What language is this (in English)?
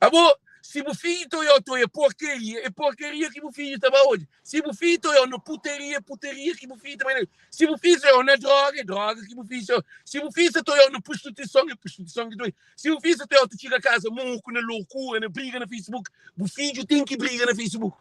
Kabuverdianu